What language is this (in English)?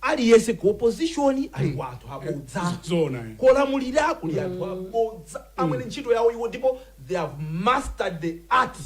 Nyanja